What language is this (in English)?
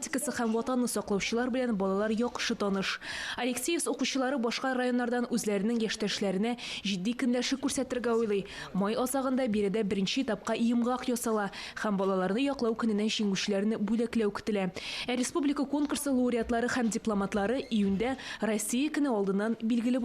Tatar